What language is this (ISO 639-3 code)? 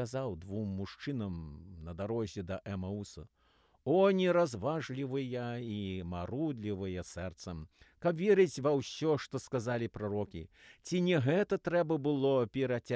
bel